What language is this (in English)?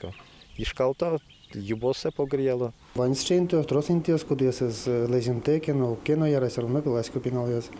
Udmurt